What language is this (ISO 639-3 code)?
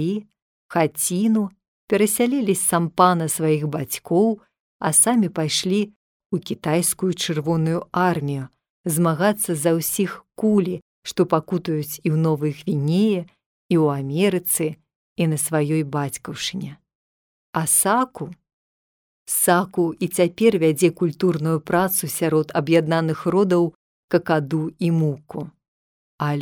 bel